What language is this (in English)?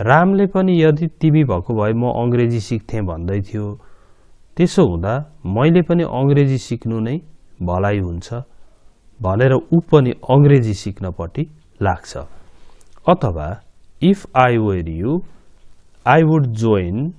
Nepali